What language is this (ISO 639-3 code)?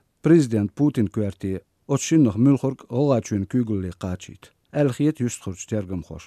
che